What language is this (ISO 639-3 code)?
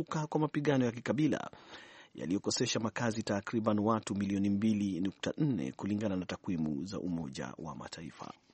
swa